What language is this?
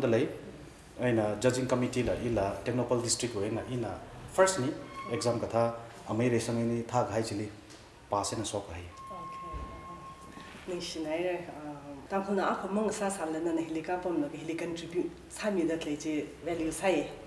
Tangkhul Naga (India)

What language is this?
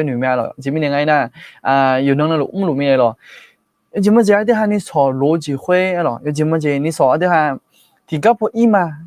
Akha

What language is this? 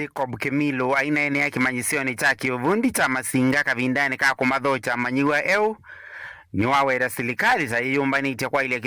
Kamba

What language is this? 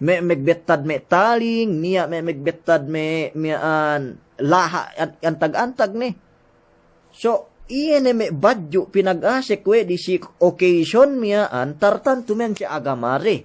Yakan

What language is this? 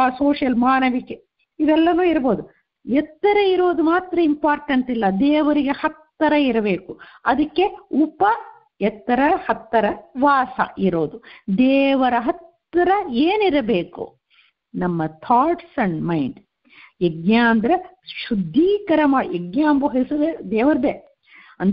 Kannada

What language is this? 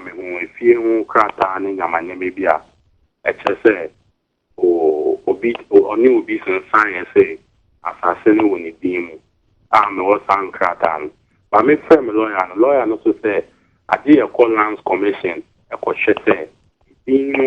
Akan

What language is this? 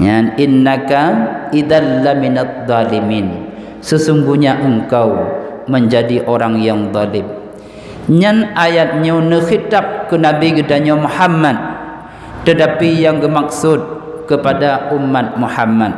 Achinese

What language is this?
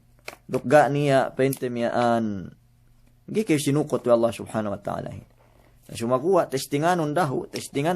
Yakan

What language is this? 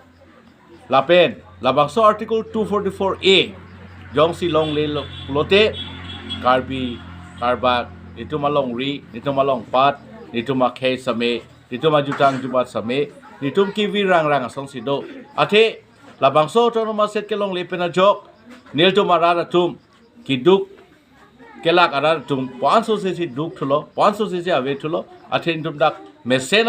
Karbi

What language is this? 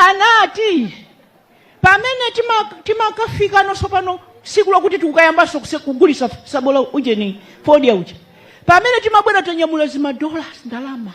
Nyanja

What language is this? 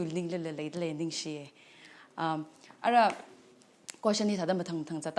Tangkhul Naga (India)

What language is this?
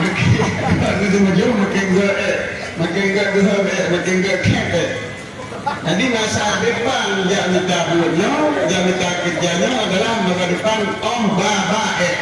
Achinese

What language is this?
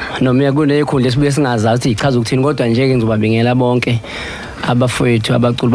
Zulu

